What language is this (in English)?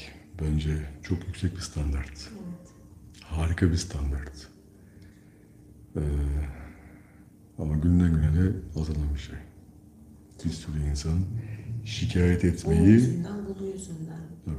Turkish